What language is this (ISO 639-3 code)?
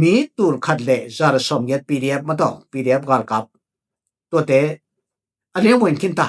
ctd